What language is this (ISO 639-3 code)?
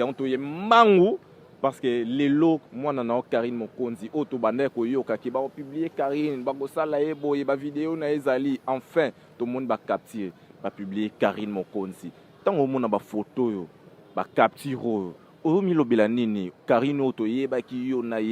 lin